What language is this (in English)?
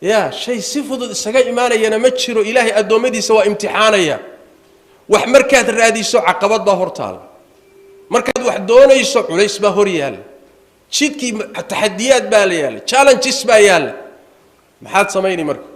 Somali